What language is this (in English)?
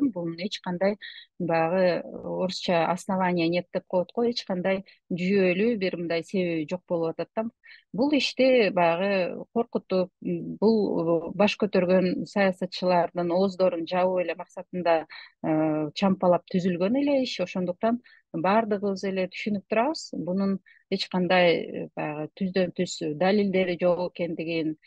Kyrgyz